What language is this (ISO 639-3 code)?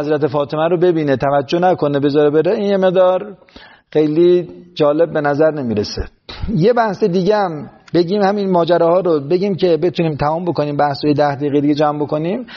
fas